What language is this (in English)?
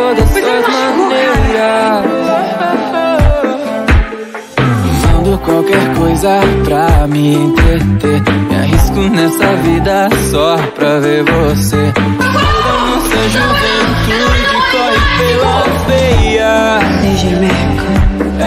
Portuguese